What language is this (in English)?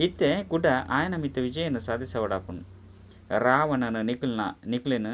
Tulu